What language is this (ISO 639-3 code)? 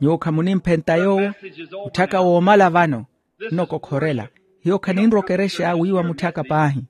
vmw